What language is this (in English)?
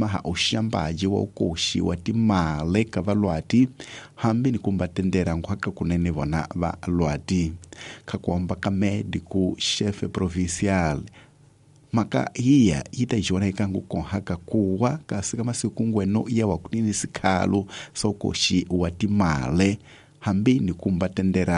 Tsonga